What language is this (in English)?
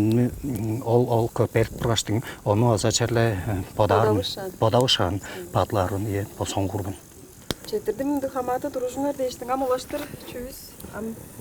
Tuvinian